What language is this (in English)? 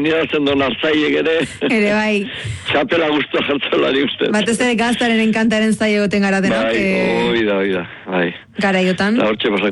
Basque